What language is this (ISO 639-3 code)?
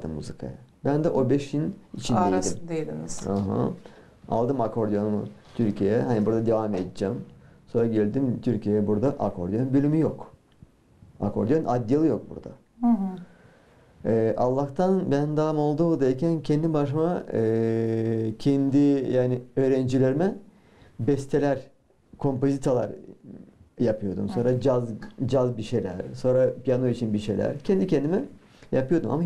gag